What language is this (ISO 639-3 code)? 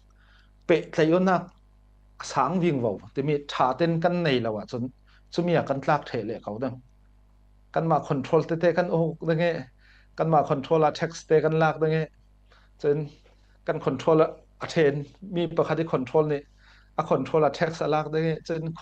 cfm